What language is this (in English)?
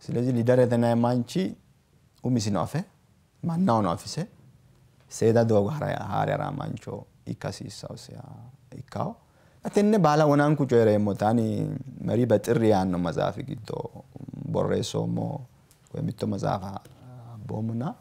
Sidamo